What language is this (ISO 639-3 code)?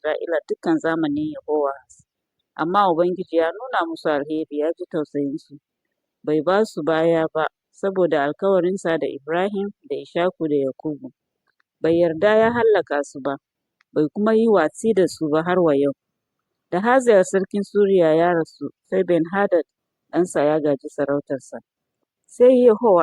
hau